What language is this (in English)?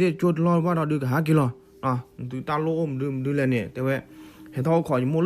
S'gaw Karen